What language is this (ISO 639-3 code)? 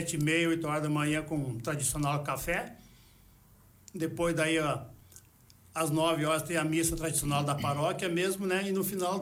por